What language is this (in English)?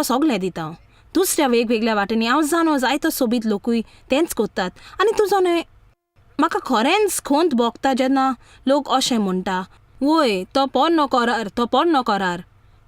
Konkani